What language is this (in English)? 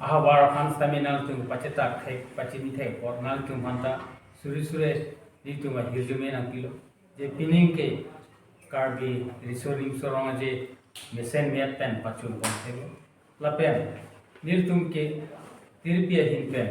Karbi